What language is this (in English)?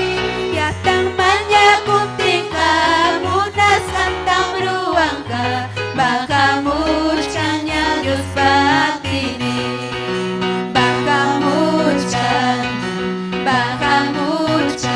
Ayacucho Quechua